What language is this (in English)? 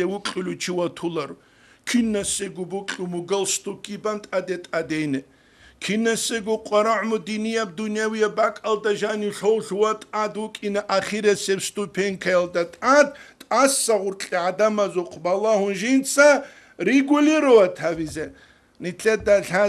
Avaric